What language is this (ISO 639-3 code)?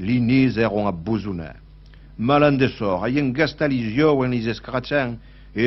oci